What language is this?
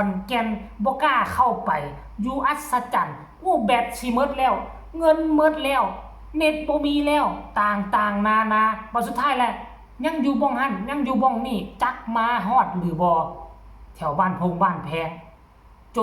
Northeastern Thai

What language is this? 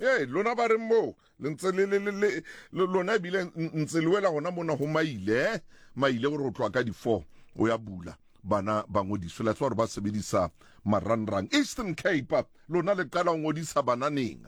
Southern Sotho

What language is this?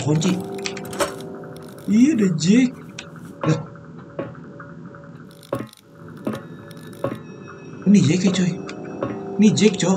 Indonesian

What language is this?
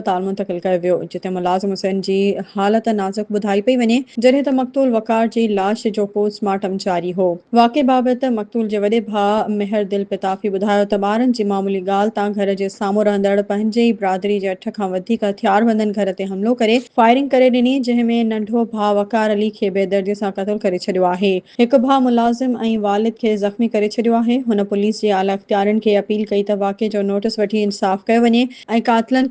Sindhi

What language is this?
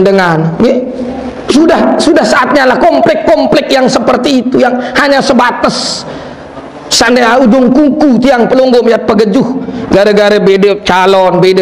Sasak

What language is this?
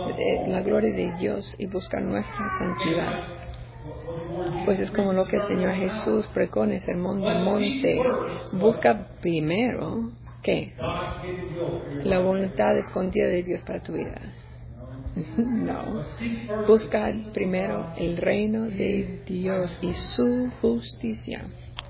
Spanish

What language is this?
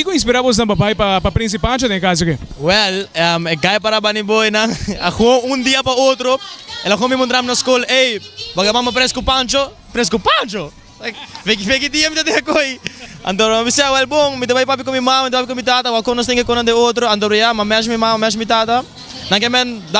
Papiamento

